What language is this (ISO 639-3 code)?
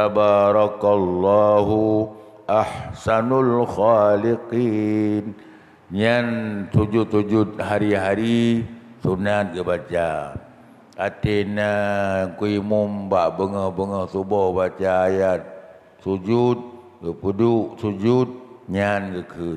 ace